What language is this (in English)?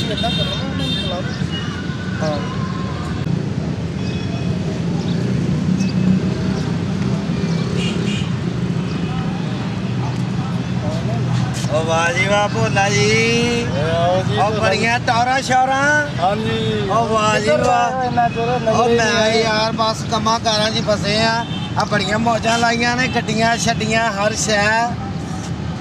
Punjabi